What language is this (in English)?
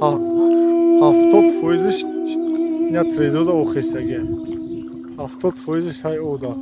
Tajik